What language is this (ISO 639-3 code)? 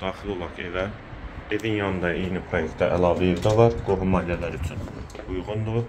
aze